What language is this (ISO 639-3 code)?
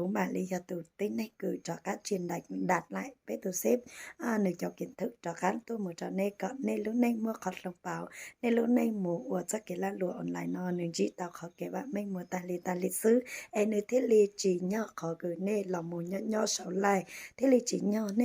hmn